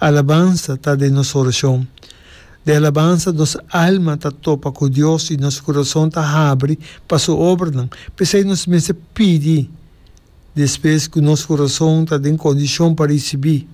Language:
Papiamento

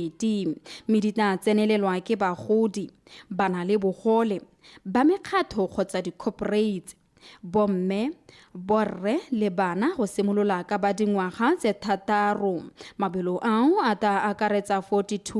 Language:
Tswana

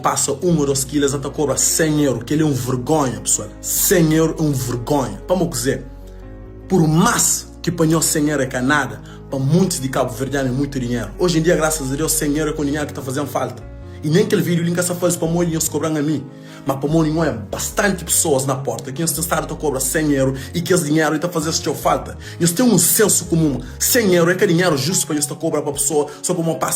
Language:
Kabuverdianu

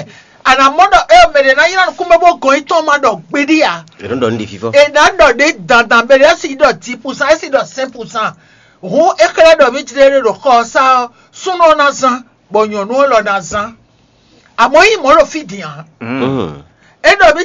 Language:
Fon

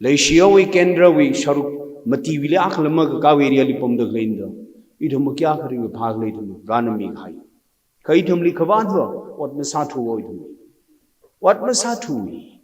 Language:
Tangkhul Naga (India)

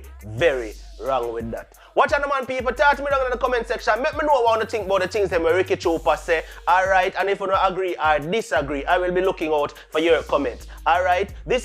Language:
Jamaican Creole English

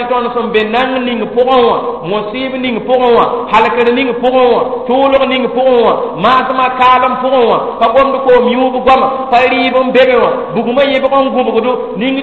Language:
Mossi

